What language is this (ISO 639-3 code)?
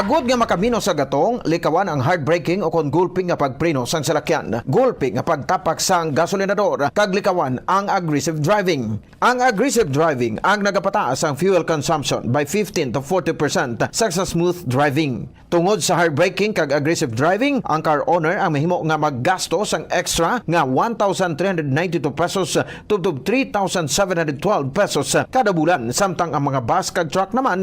hil